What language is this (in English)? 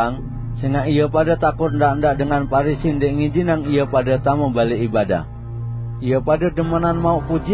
Sasak